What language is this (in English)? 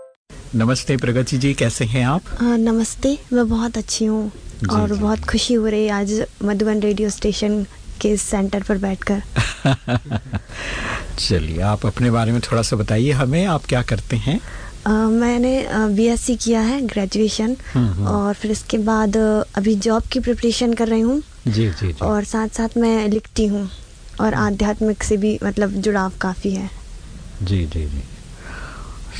Hindi